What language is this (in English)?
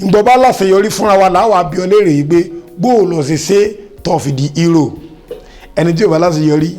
Yoruba